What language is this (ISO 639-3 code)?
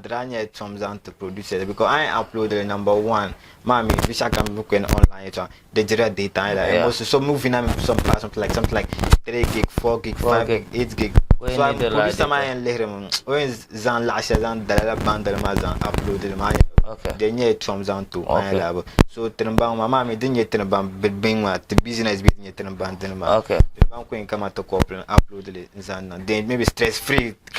dag